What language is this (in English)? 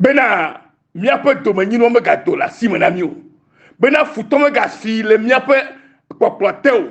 Ewe